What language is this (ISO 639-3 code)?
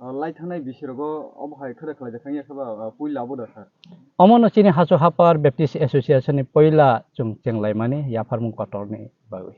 trp